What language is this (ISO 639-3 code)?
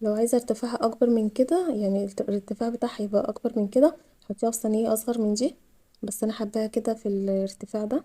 arz